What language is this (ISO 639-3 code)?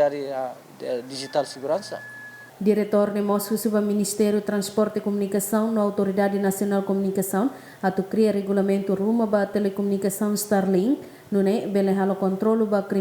tet